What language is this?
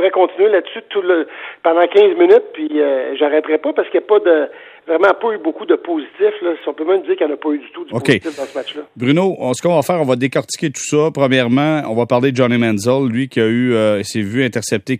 French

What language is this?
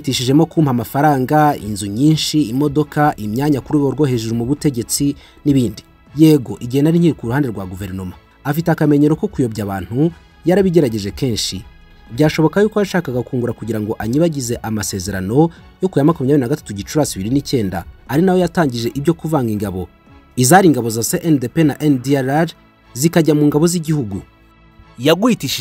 Kinyarwanda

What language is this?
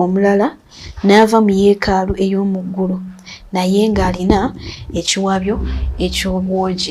Ganda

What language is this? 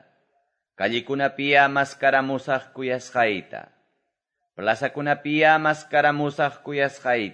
Quechua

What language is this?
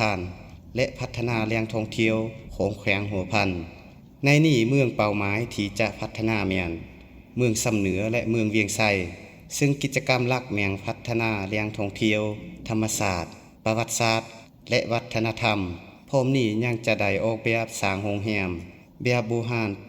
Lao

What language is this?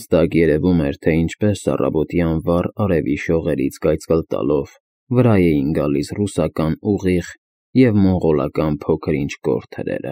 Armenian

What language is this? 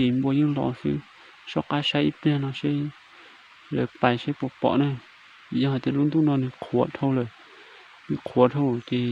Hmong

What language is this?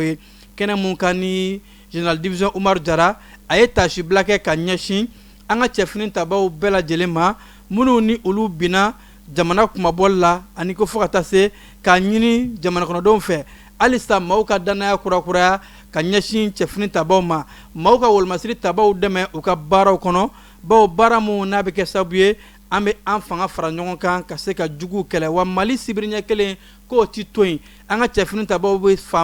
Bambara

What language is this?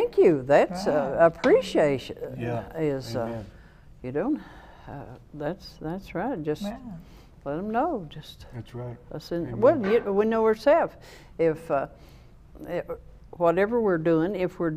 English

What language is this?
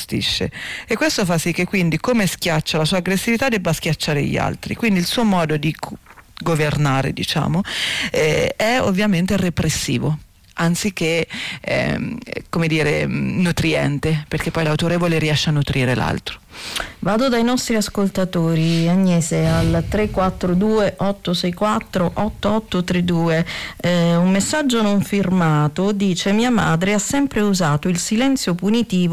Italian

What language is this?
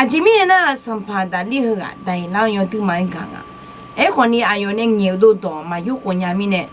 Akha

